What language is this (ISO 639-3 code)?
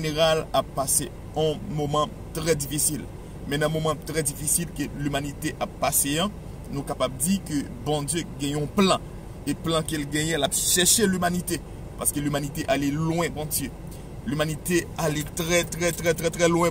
hat